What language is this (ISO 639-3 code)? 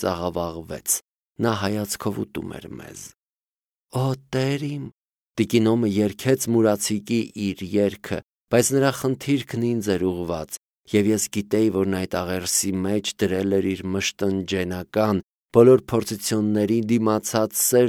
hye